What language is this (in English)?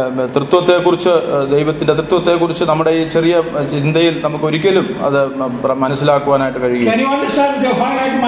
Malayalam